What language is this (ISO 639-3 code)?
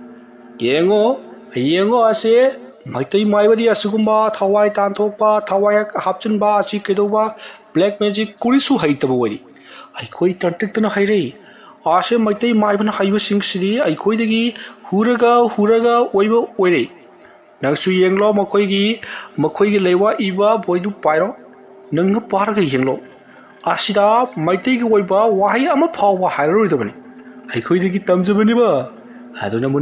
mni